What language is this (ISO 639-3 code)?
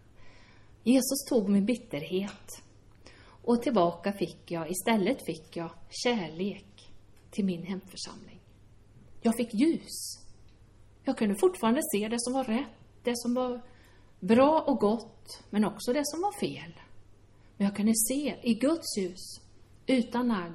swe